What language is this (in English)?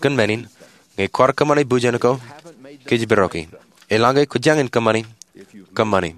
Marshallese